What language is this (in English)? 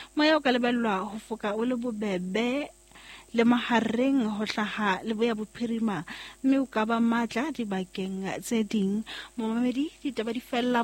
Southern Sotho